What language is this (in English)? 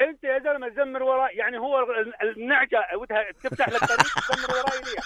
North Levantine Arabic